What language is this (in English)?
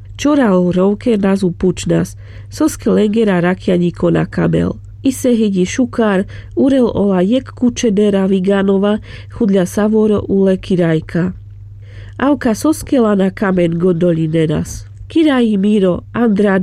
Carpathian Romani